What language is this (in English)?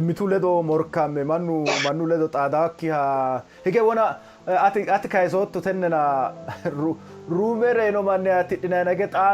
Sidamo